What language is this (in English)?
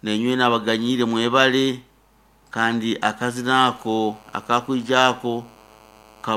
Nyoro